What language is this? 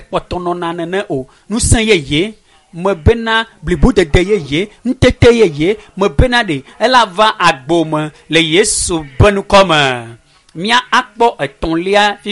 Ewe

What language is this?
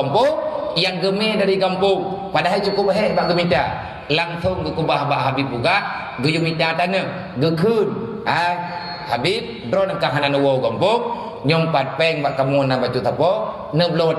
Achinese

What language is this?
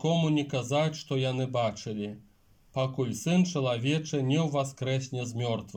Belarusian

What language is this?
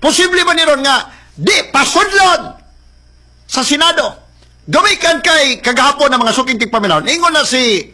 Cebuano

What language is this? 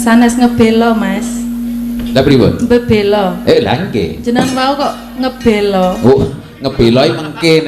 Javanese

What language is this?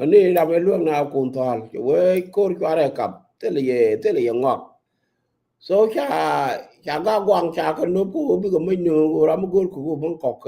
Nuer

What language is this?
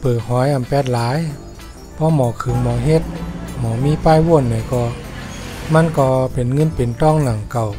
Shan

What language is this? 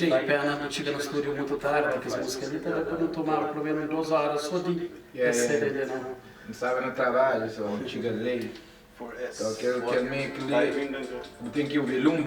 Kabuverdianu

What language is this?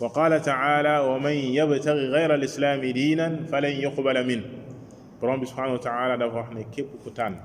Wolof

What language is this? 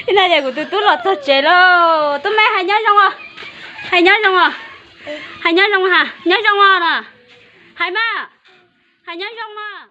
Hmong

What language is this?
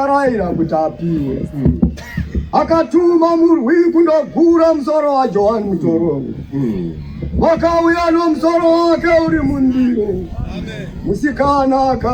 Shona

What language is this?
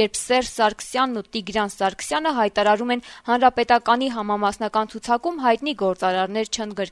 Armenian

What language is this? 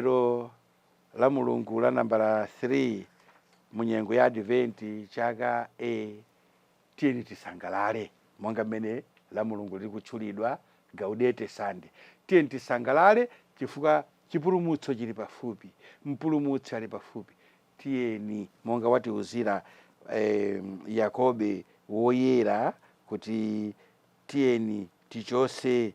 Nyanja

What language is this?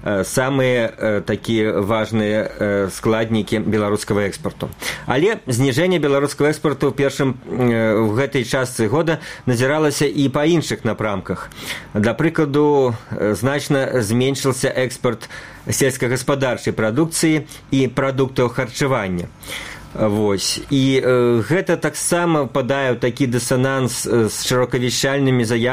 Belarusian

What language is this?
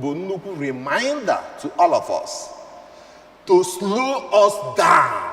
Igbo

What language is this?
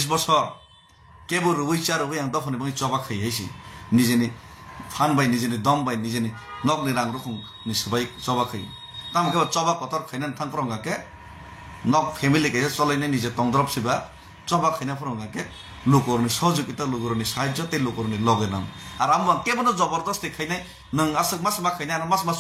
Kok Borok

